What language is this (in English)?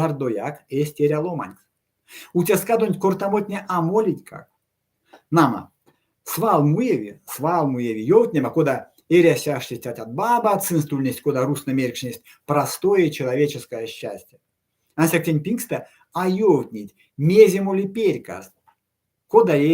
Erzya